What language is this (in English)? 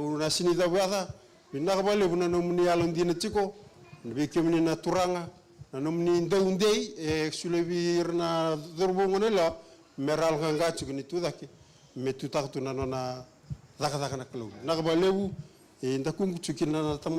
Fijian